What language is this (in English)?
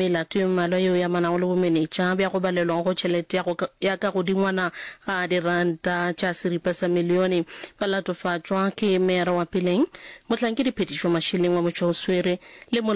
Northern Sotho